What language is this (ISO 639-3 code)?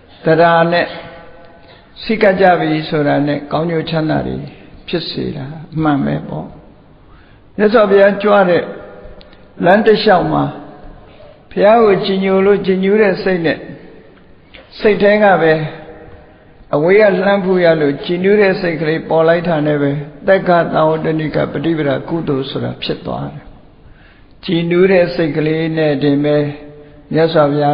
mya